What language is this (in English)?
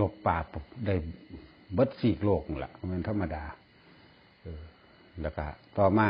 Northeastern Thai